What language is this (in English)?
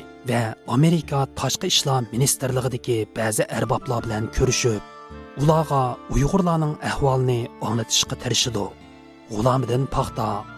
Uyghur